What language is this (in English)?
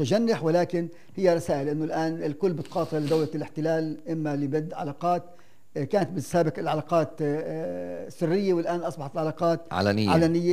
North Levantine Arabic